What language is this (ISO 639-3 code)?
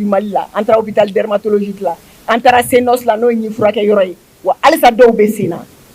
bam